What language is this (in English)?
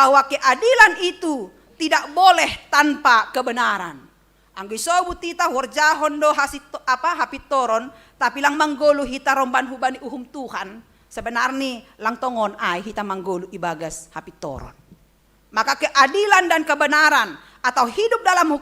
Batak Simalungun